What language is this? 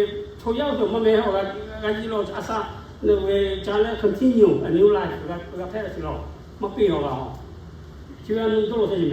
Lahu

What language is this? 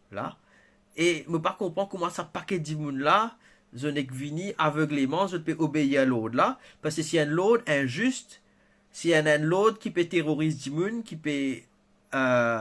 Morisyen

